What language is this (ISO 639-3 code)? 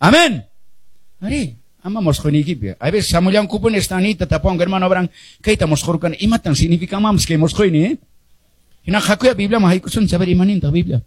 que